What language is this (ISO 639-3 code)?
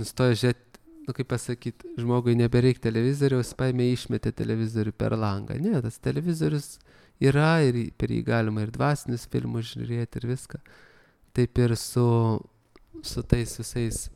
lit